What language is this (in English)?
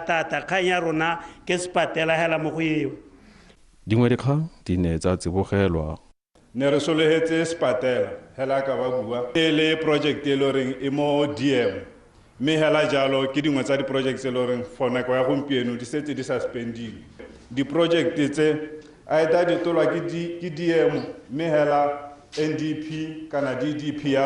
Tswana